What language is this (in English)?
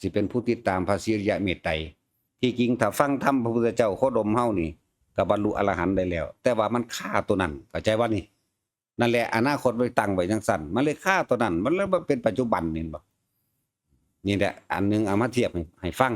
Northeastern Thai